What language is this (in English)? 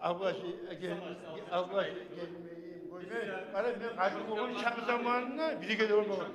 Kumyk